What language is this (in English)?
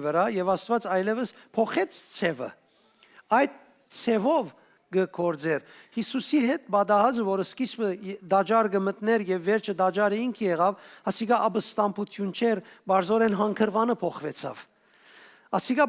Western Armenian